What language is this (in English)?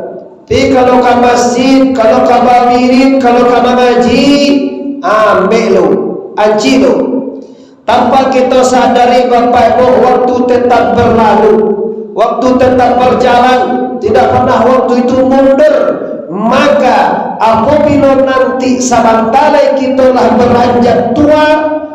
Minangkabau